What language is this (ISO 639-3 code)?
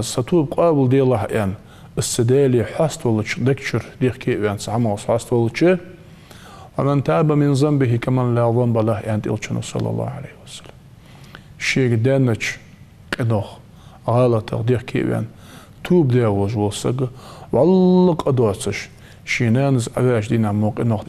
inh